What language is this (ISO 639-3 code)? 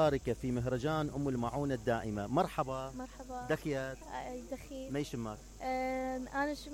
acm